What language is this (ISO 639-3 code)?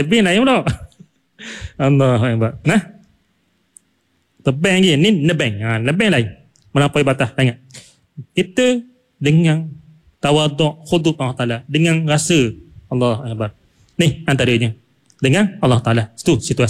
msa